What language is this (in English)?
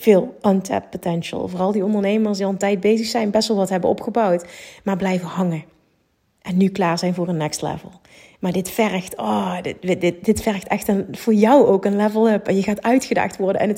Dutch